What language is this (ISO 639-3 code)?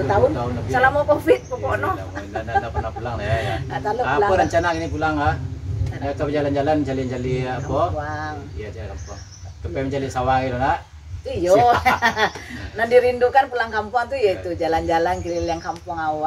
min